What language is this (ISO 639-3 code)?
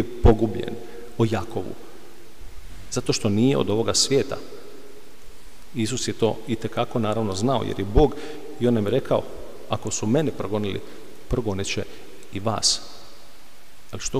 hrv